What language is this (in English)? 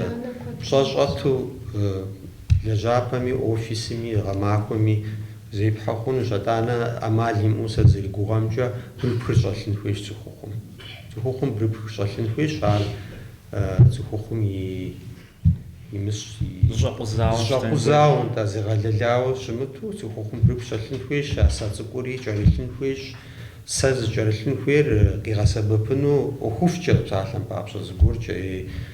Kabardian